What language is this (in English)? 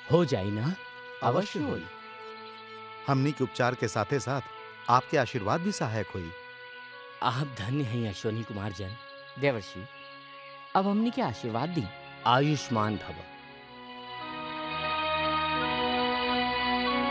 Bhojpuri